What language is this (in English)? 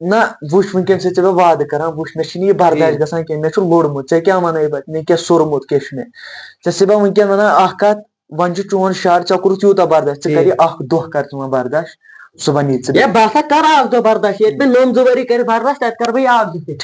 Kashmiri